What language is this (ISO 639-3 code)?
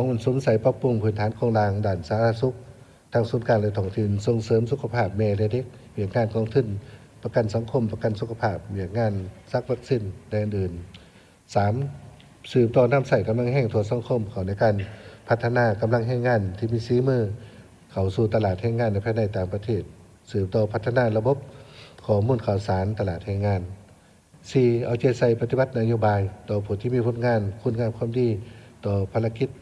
lao